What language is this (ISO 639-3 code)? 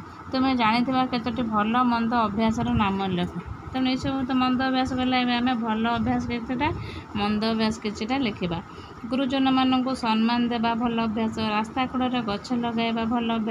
ori